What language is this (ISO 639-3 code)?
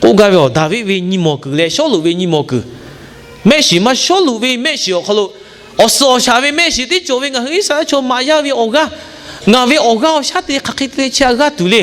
lhu